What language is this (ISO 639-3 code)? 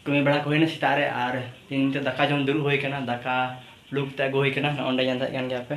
sat